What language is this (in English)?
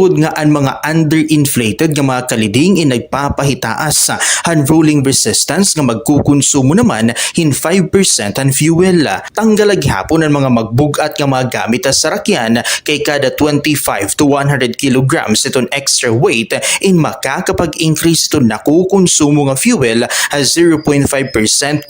Waray